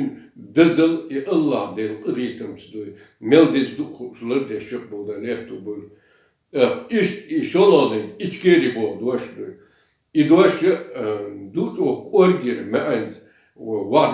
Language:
Chechen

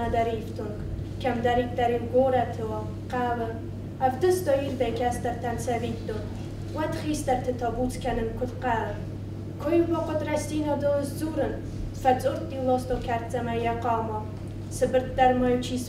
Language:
Ossetic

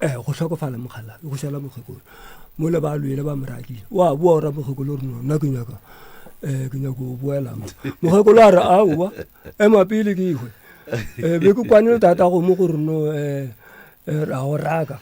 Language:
Northern Sotho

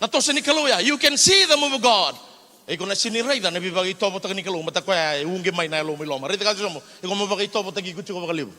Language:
Fijian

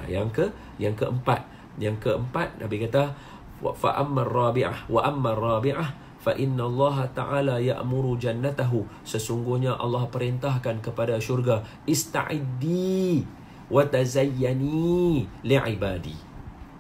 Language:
Malay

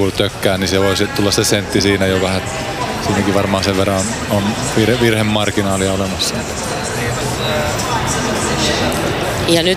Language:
Finnish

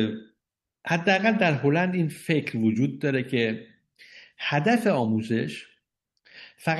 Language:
Persian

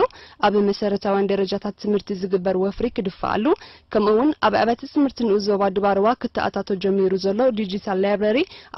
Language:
Tigrinya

